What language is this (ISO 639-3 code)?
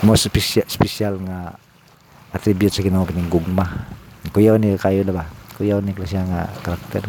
ceb